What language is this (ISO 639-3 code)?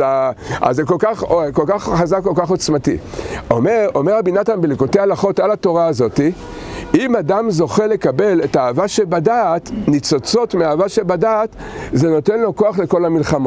heb